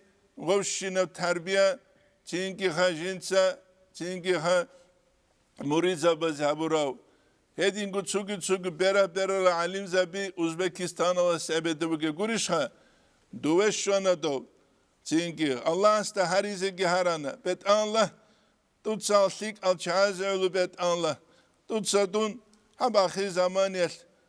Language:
Avaric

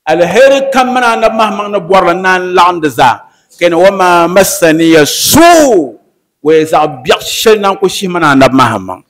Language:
Dagbani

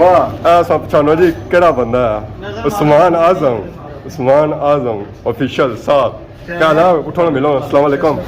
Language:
Pahari-Potwari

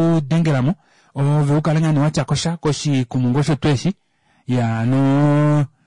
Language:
Kuanyama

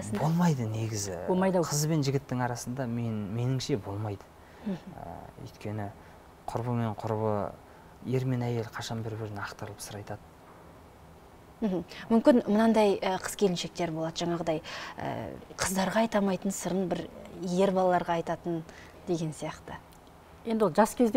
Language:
Kazakh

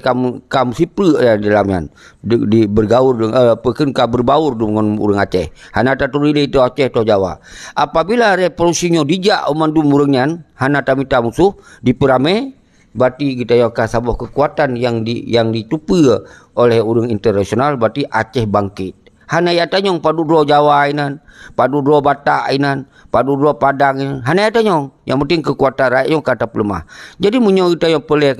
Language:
Achinese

